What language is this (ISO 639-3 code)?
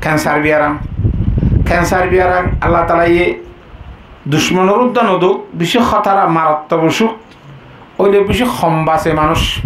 rhg